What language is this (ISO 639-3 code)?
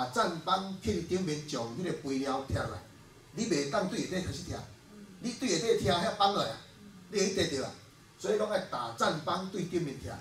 nan